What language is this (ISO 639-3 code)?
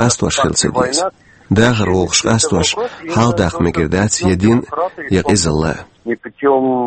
che